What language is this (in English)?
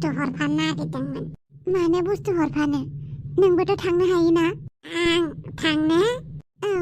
Bodo